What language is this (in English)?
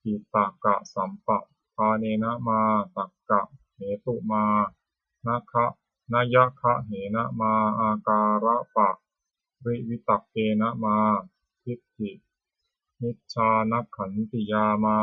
Pali